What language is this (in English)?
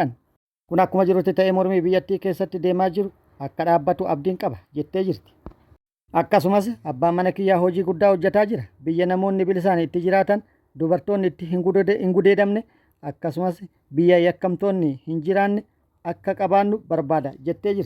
Oromo